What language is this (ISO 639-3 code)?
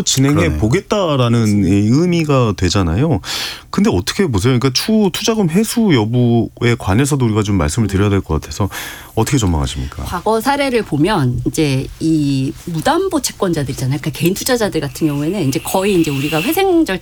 kor